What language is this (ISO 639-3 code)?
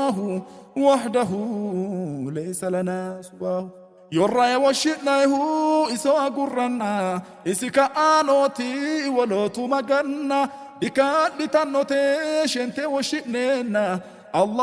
sid